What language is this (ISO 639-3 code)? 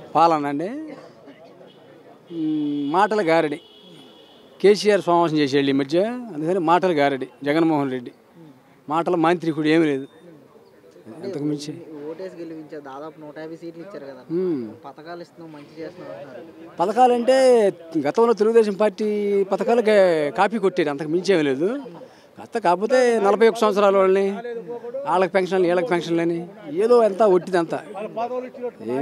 tel